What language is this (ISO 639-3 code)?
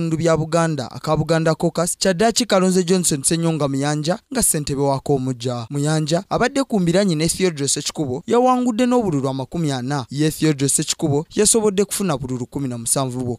lug